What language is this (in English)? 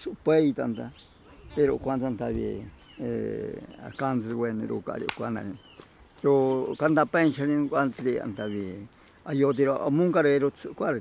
Ashéninka Perené